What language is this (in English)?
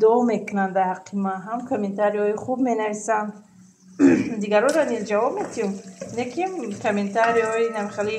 Tajik